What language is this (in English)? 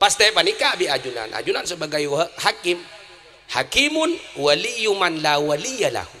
Madurese